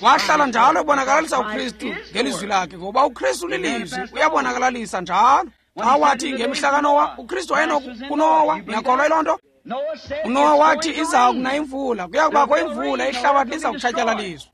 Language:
Xhosa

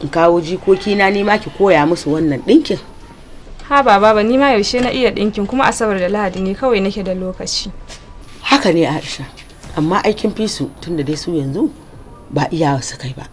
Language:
Hausa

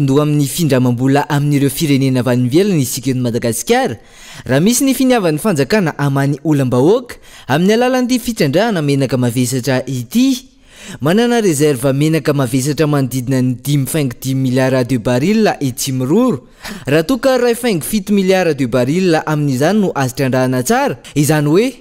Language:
Malagasy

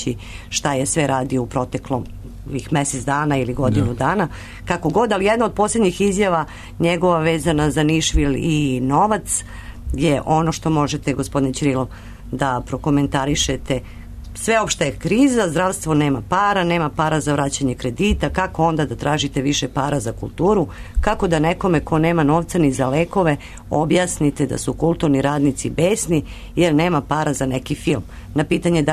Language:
Serbian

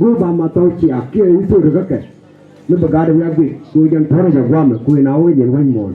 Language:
Nuer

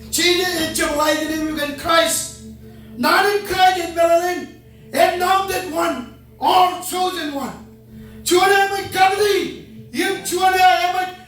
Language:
Marshallese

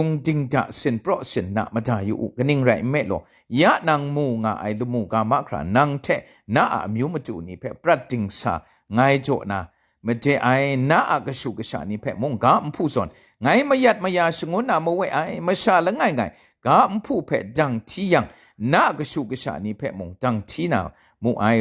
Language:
Kachin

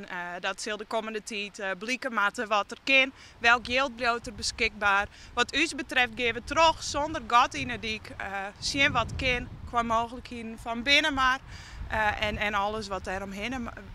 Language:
Western Frisian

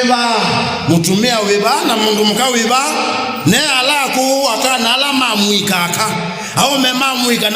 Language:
Kamba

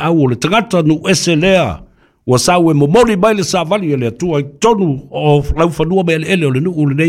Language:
Samoan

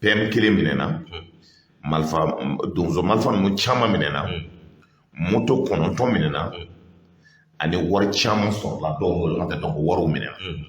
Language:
Bambara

